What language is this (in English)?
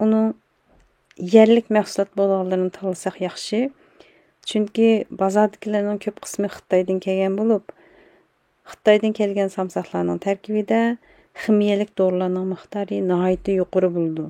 Uyghur